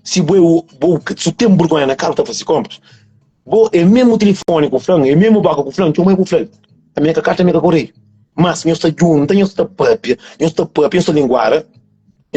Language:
Kabuverdianu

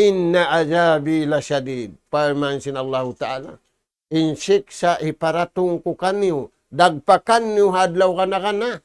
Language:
Tausug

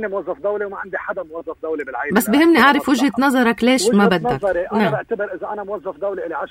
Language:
North Levantine Arabic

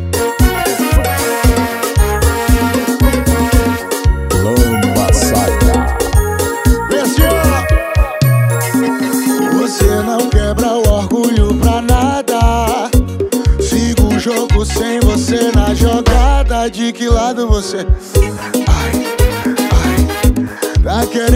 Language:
Portuguese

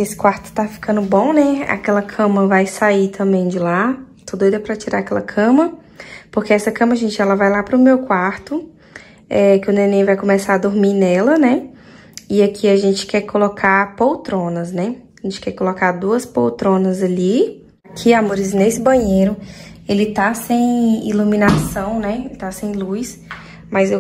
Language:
Portuguese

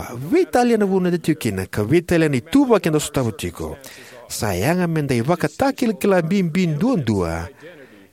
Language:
Fijian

